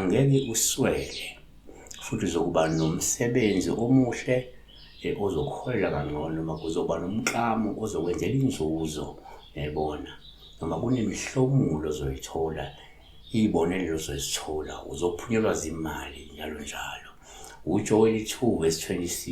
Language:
Zulu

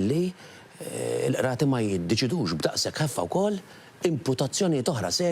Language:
Maltese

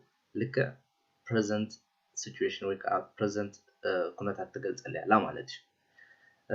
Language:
Tigrinya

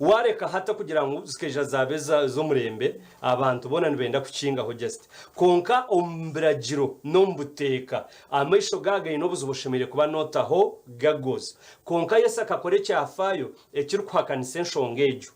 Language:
Nyankole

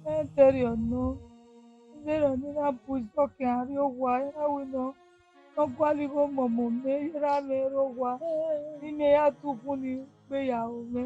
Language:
Bini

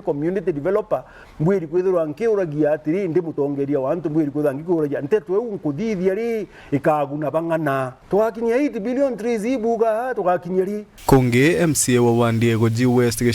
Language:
Meru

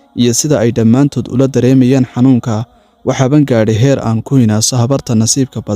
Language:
Somali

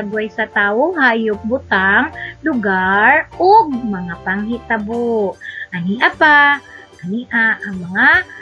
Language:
Cebuano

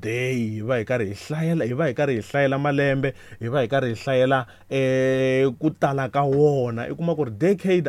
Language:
Tsonga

